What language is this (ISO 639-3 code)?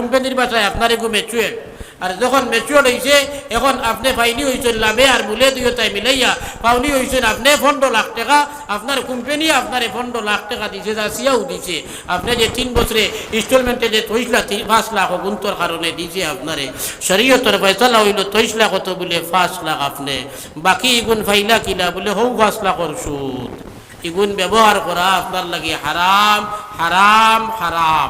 syl